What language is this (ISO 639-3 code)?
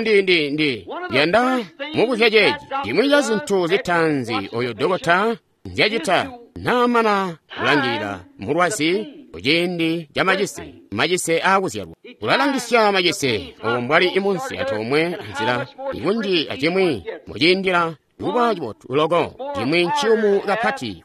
toi